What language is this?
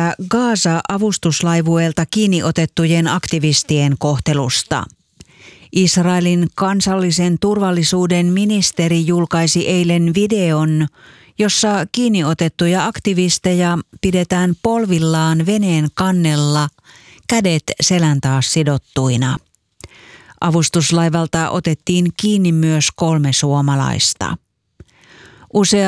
Finnish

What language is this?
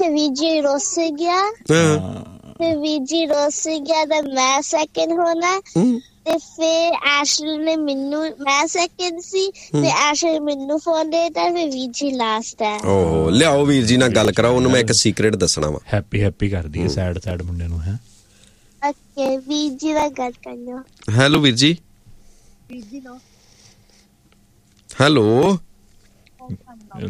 Punjabi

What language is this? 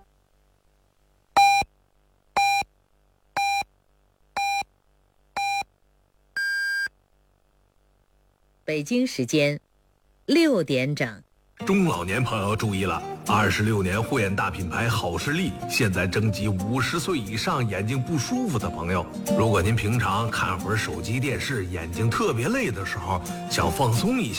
Chinese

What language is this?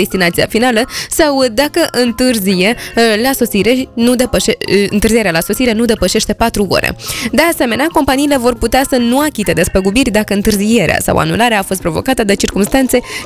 Romanian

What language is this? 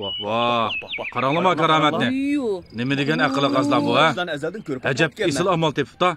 Uyghur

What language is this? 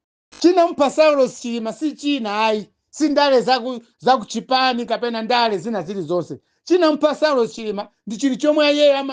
Nyanja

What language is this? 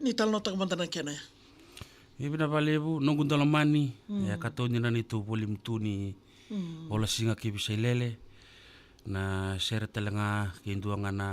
Fijian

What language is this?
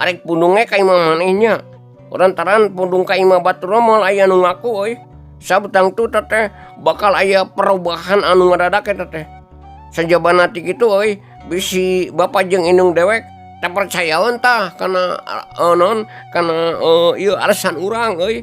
Sundanese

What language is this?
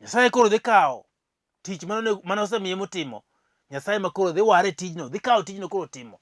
Luo (Kenya and Tanzania)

